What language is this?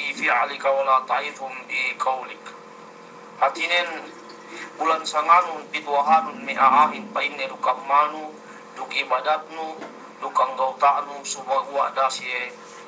Yakan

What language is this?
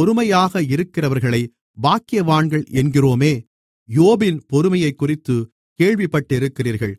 Tamil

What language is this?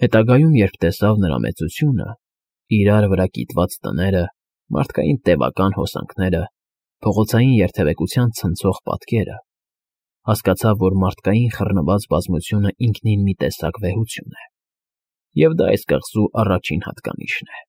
Armenian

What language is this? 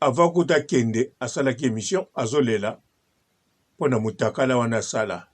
Lingala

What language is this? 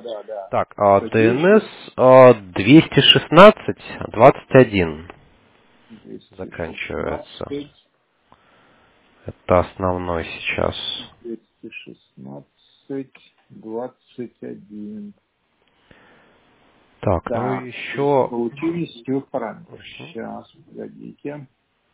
Russian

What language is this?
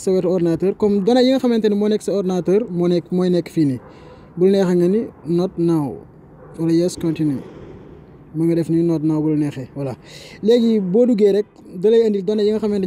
Wolof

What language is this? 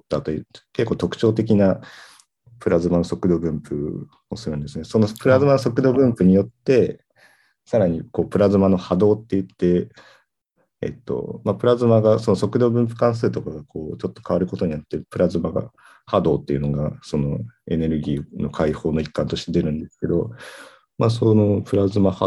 Japanese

